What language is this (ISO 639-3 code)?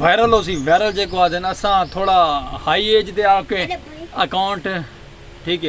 skr